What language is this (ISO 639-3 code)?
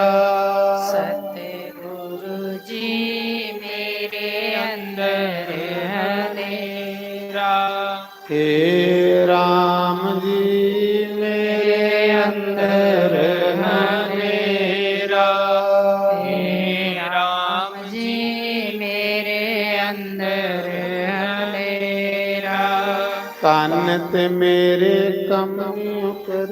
doi